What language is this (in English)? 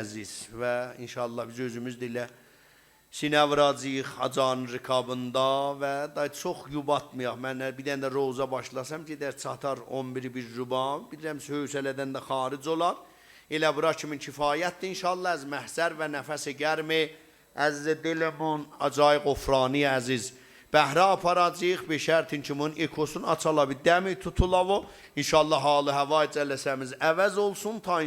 South Azerbaijani